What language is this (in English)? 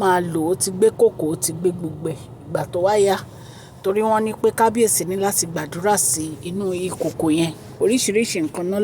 Yoruba